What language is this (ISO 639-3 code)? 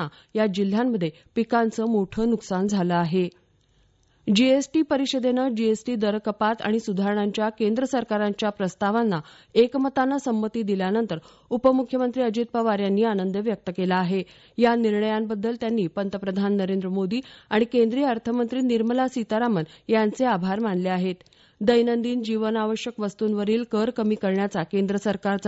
mar